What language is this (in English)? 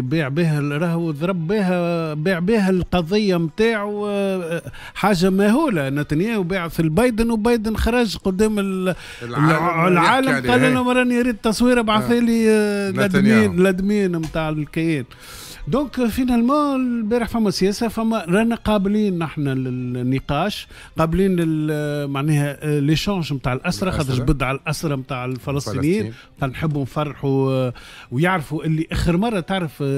Tunisian Arabic